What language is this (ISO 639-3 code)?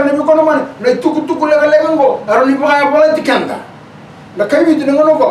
fij